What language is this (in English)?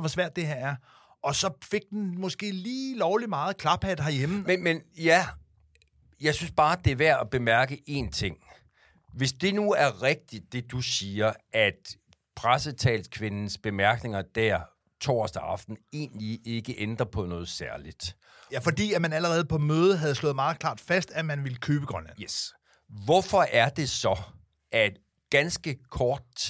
Danish